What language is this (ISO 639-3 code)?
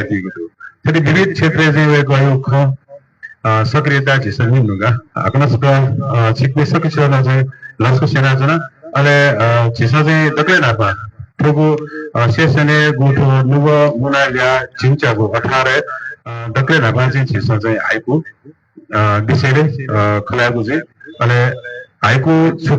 new